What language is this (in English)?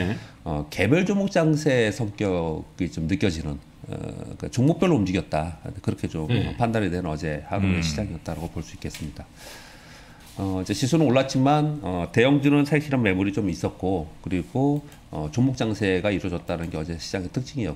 Korean